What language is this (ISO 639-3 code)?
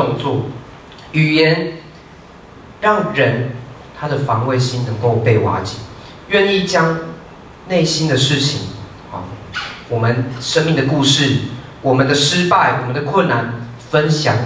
zho